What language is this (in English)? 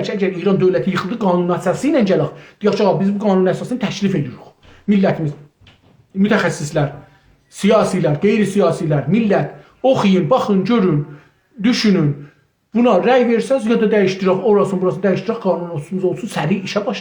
South Azerbaijani